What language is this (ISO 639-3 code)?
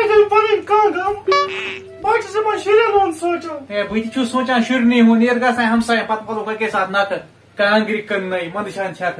kas